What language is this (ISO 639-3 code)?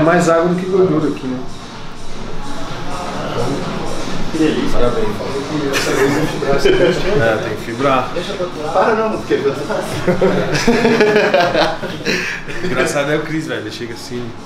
por